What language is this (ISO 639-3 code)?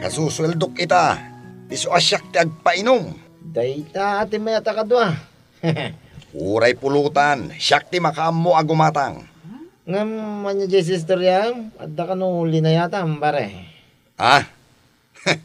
ilo